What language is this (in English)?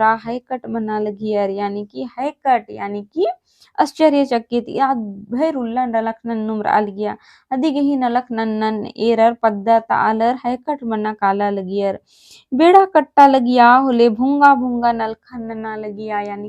Kurukh